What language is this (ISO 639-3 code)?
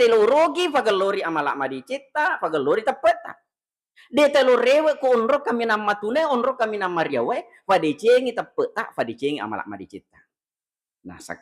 bug